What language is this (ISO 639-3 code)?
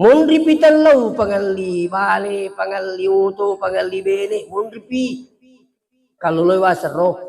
bug